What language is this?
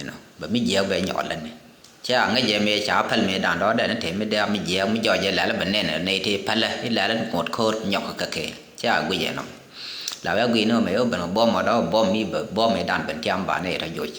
Nuer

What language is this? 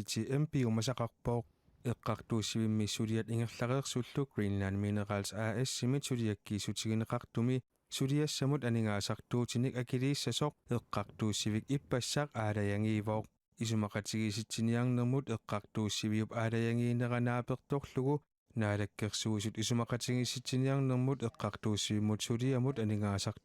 Kalaallisut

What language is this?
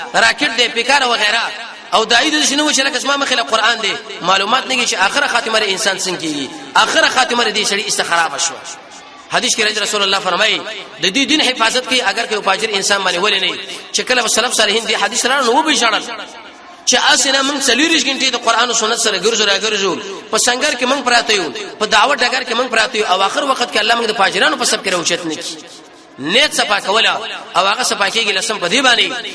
Pashto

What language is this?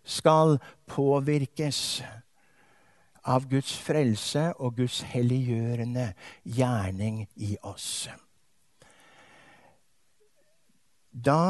Norwegian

